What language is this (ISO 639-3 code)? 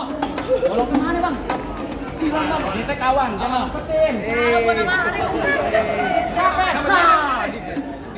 bew